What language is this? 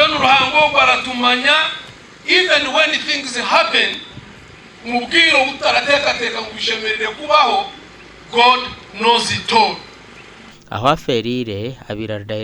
Nyankole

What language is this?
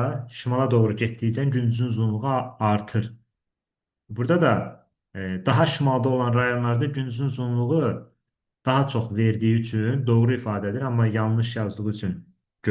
Azerbaijani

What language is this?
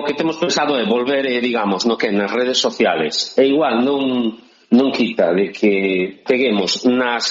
Galician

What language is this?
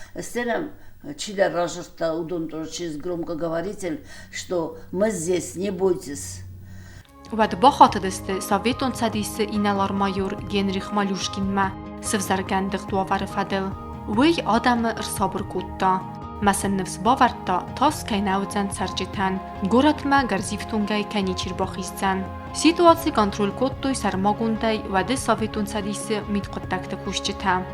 Ossetic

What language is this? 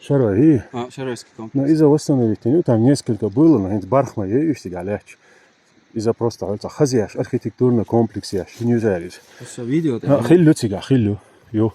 Chechen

